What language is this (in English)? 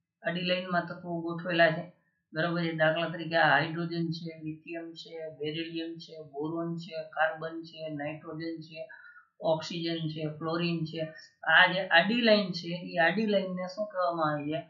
Gujarati